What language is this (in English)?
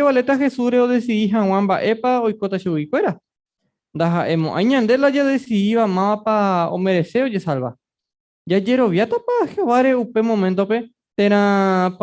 Guarani